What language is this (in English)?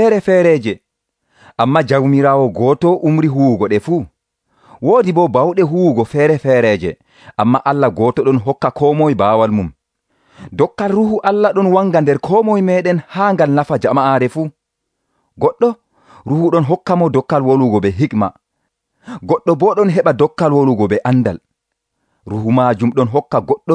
Nigerian Fulfulde